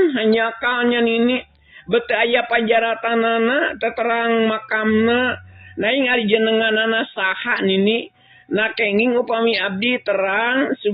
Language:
Sundanese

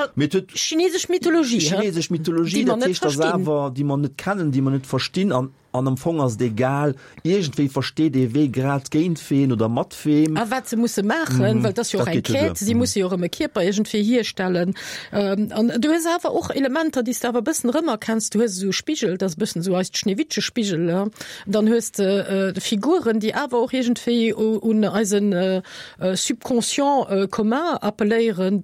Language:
Luxembourgish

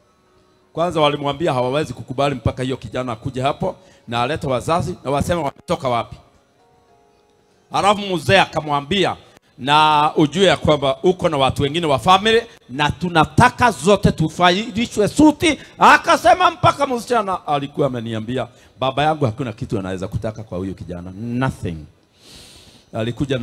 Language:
Swahili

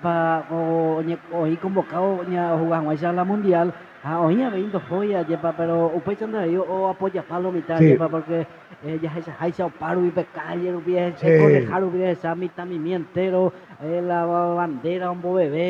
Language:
Guarani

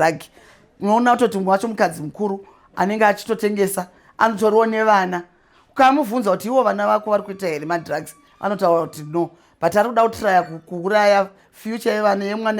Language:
Shona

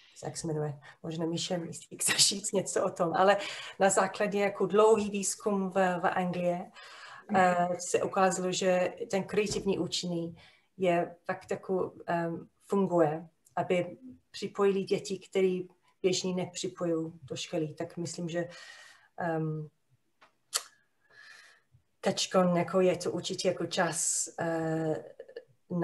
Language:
Czech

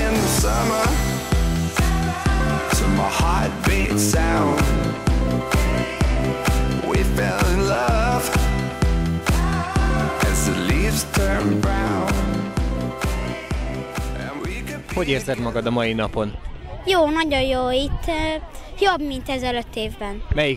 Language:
Hungarian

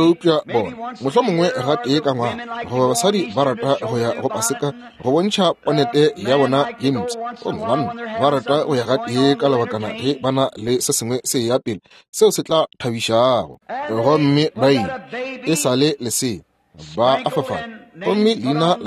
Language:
Northern Sotho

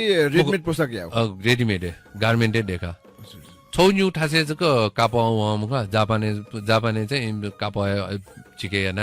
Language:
Newari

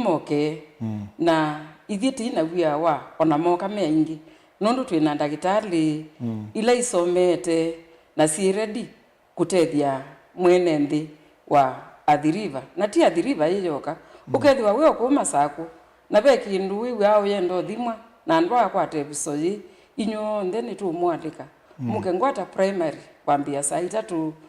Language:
Kamba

